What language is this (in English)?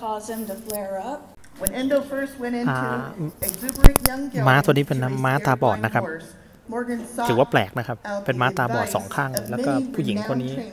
Thai